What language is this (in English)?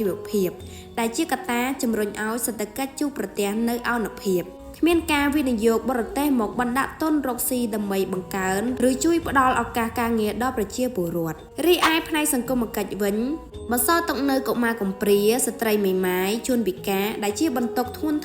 Khmer